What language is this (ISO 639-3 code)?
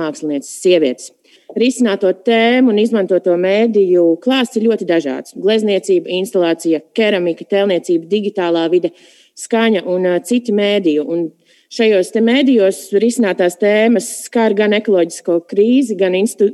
lav